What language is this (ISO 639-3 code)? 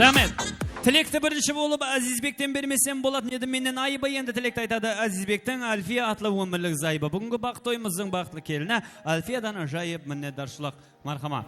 kaa